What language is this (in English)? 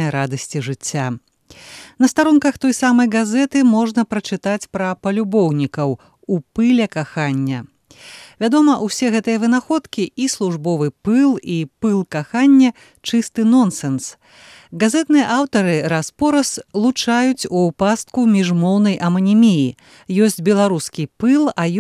Belarusian